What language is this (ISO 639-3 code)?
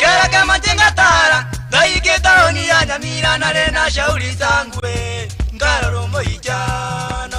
guz